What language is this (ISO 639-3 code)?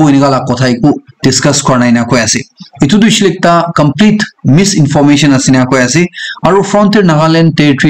nag